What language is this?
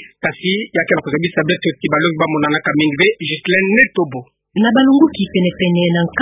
Kituba (Democratic Republic of Congo)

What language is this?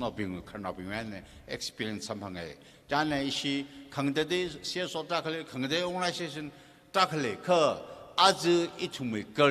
Tangkhul Naga (India)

